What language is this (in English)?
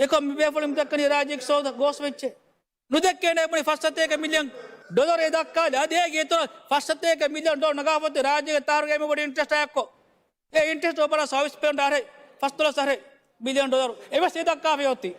Divehi